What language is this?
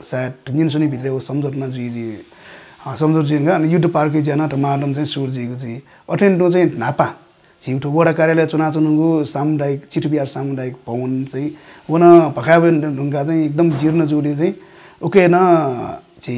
Newari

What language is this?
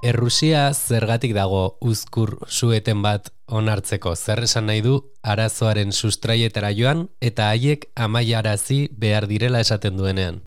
Basque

